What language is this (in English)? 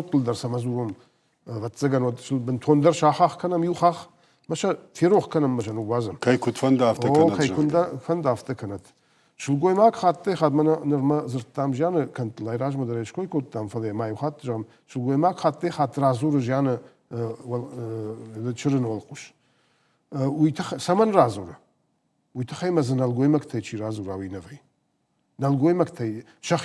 Ossetic